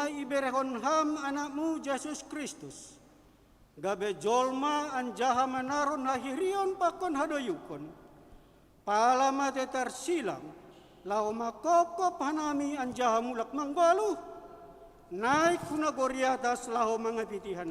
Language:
Batak Simalungun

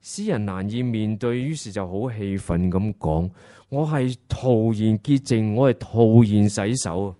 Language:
Cantonese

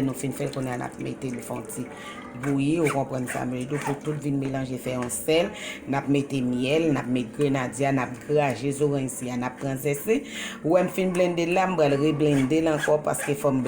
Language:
Haitian Creole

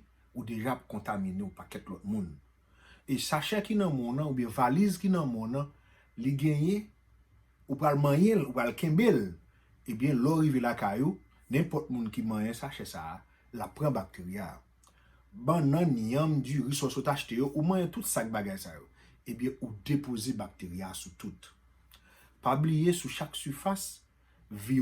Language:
Haitian Creole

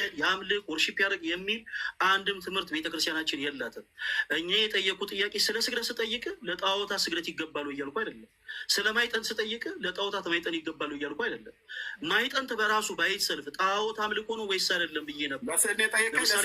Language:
Amharic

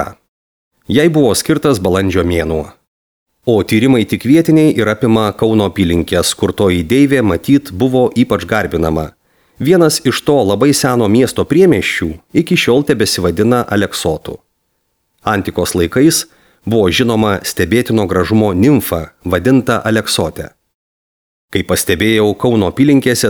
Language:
Lithuanian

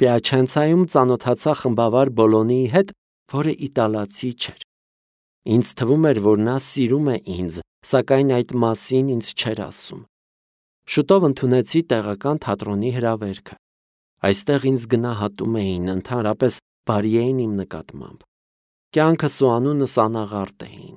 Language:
Armenian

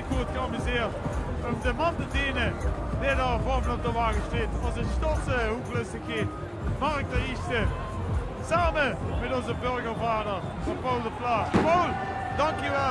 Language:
Limburgish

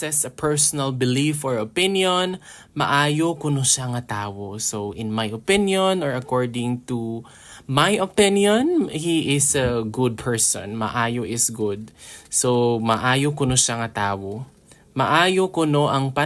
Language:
Hiligaynon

